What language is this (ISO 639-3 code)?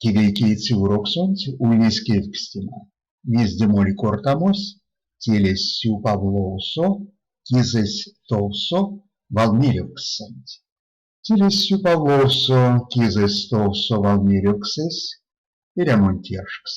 myv